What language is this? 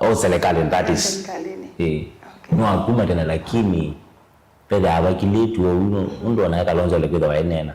Kamba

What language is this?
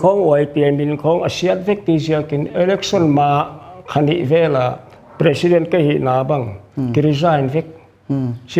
Paite Chin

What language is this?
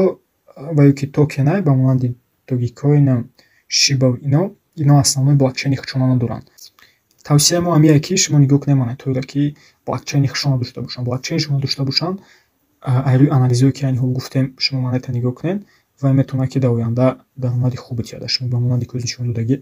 Tajik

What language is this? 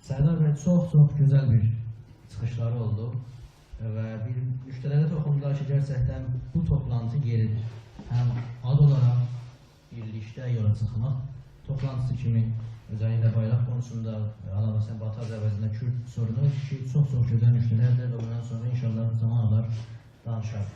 South Azerbaijani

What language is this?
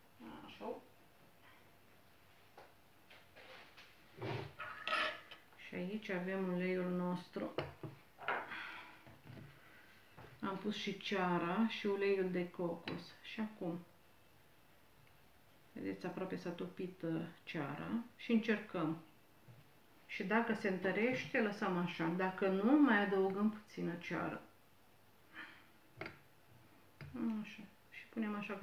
Romanian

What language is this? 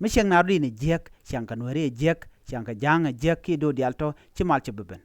Nuer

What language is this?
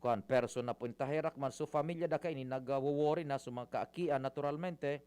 Bikol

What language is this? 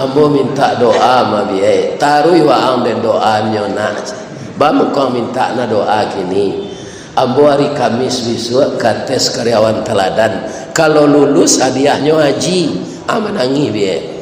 Minangkabau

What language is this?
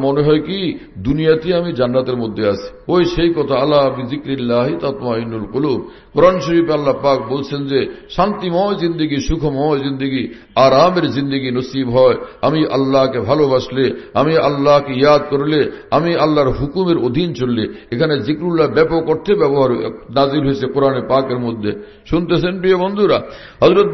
Bangla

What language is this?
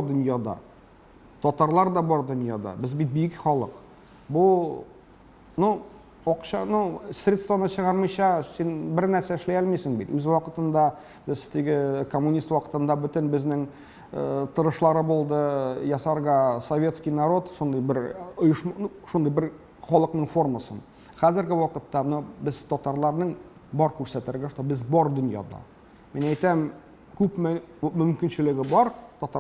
Tatar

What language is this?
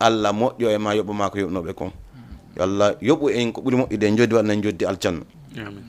Fula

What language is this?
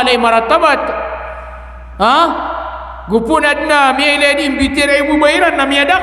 Maranao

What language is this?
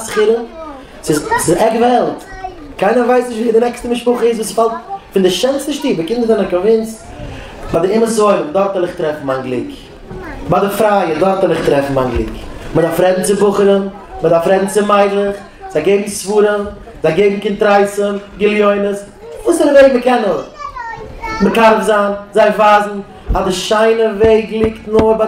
Yiddish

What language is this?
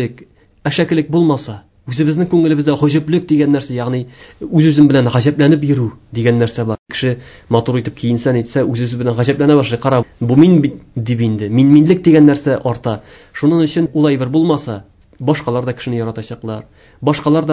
Tatar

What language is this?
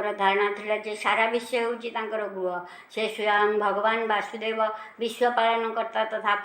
Odia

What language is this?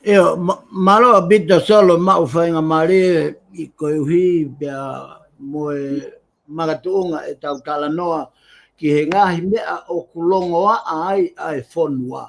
Tongan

